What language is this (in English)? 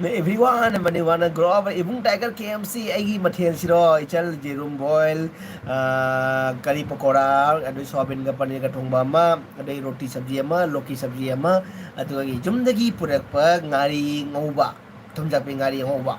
Manipuri